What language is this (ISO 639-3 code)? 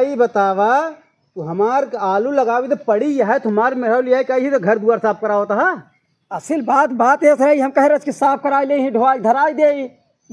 awa